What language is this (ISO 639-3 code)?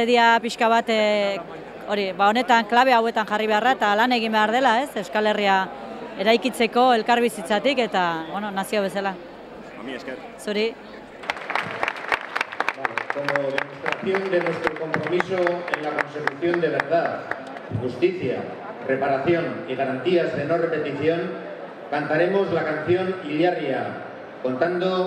eus